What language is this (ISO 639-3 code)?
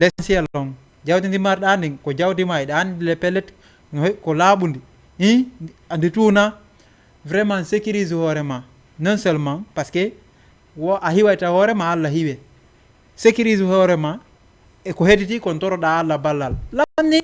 ful